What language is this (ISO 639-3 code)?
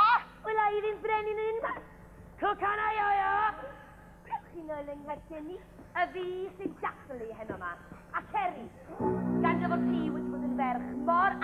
cym